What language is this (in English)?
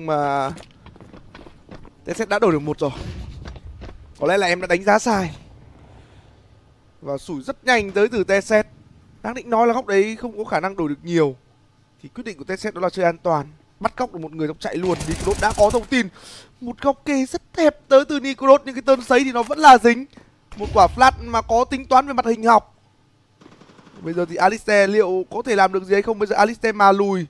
Vietnamese